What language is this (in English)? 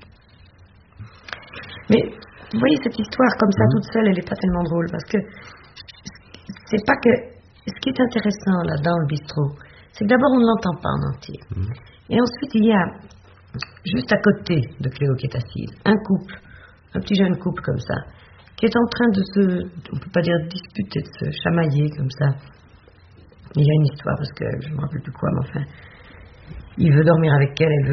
French